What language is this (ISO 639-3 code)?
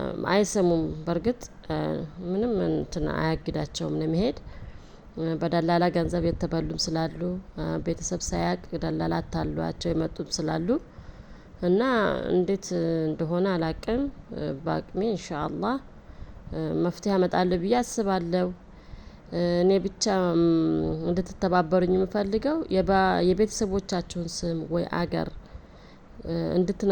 amh